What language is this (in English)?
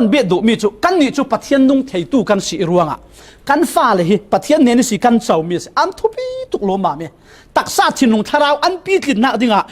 Falam Chin